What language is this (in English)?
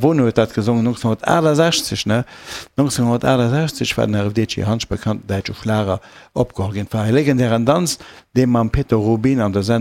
Luxembourgish